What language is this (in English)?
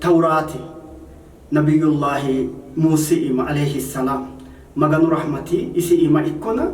Sidamo